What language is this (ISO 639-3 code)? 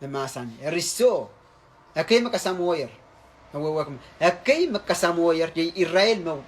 pon